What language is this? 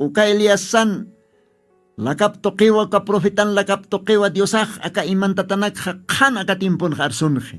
Aymara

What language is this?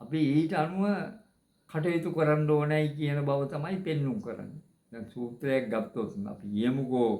Sinhala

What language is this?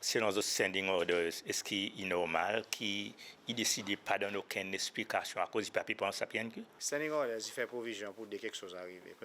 Seselwa Creole French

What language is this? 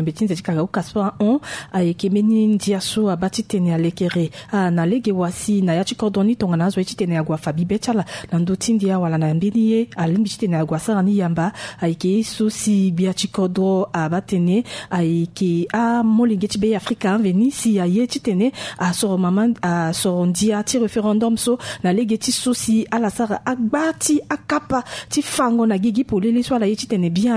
Sango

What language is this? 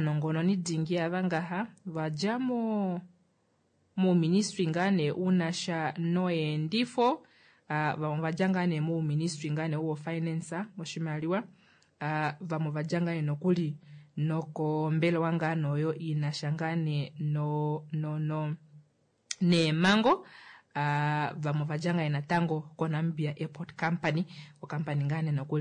Kuanyama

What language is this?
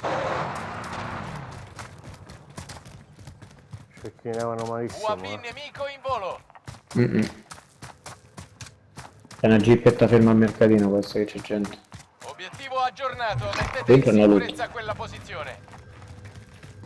Italian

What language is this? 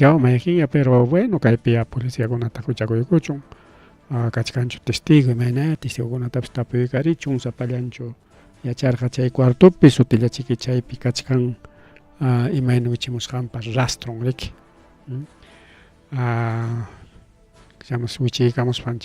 Ayacucho Quechua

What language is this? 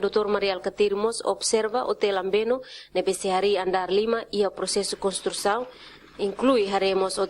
Tetum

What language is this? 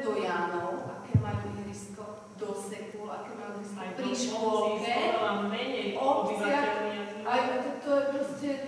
Slovak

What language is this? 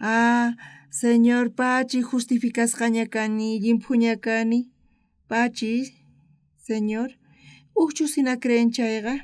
South Bolivian Quechua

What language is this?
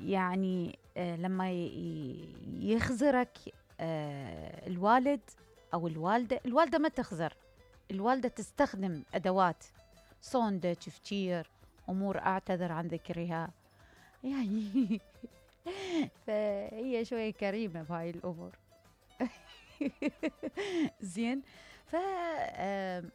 Mesopotamian Arabic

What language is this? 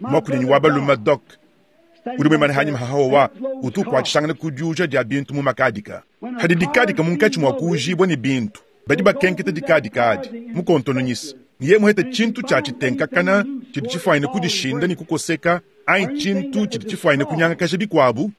Luba-Lulua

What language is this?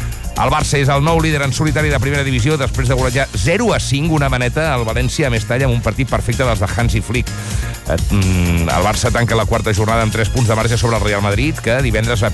Catalan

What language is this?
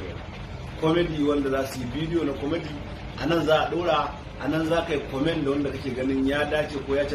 Hausa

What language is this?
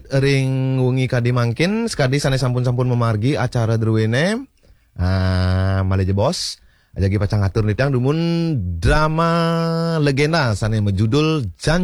Balinese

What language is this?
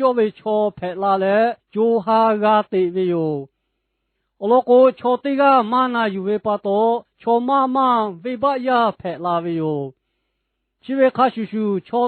Lahu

